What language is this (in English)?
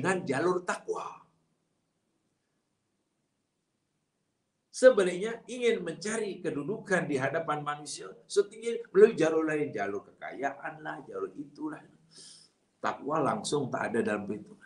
Malay